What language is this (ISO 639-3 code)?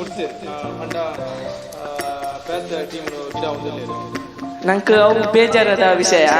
tcy